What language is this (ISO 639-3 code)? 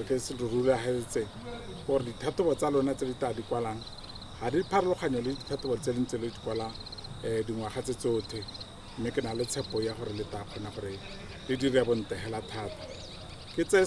tsn